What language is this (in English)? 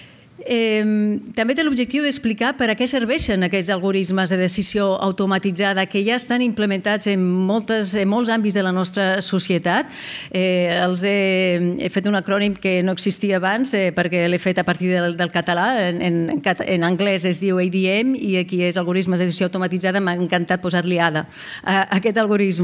Catalan